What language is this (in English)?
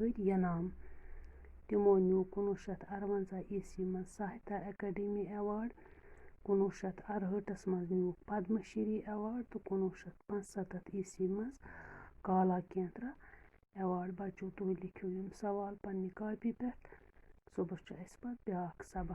Kashmiri